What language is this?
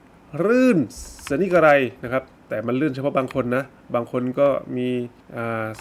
Thai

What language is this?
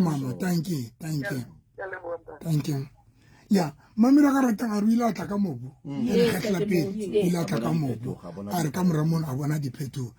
Southern Sotho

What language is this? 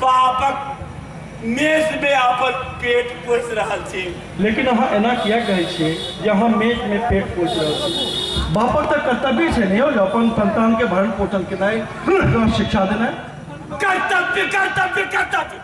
Maithili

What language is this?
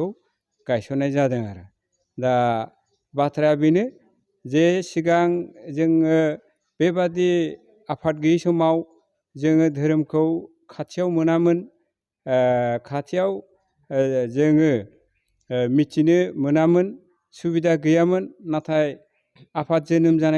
Bodo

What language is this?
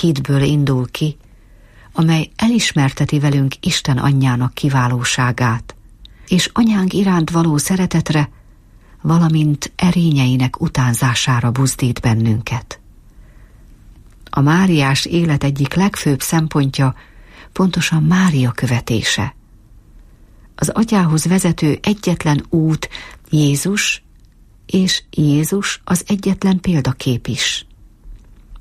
Hungarian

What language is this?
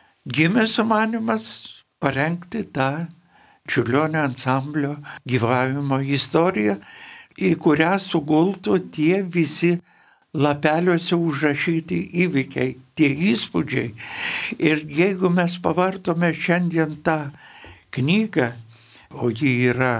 Lithuanian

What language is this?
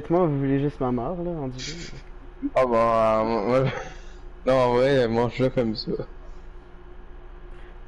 French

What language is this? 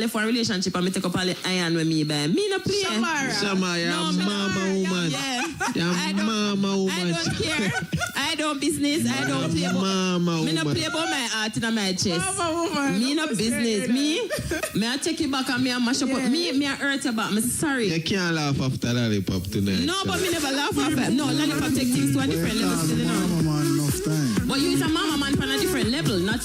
Jamaican Creole English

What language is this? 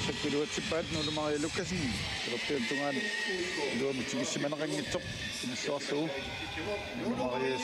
Kalaallisut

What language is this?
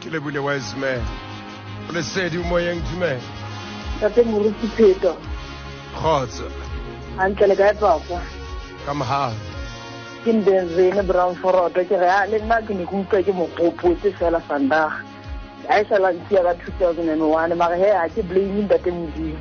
Southern Sotho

